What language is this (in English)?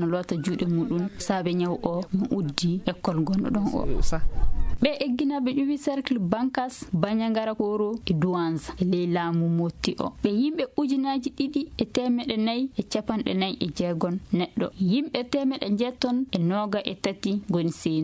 Maasina Fulfulde